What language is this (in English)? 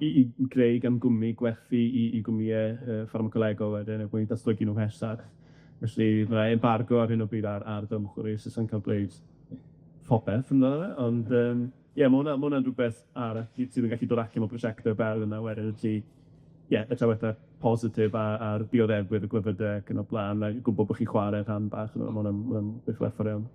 Welsh